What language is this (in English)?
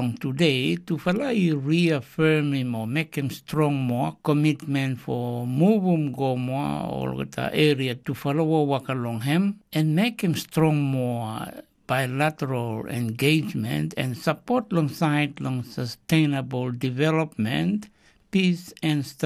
Tok Pisin